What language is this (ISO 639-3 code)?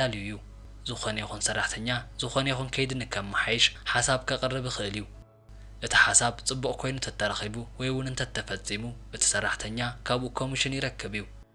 tir